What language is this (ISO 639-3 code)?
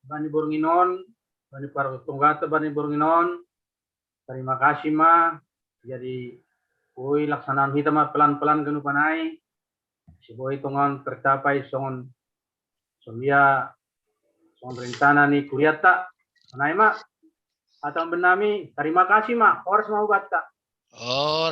bts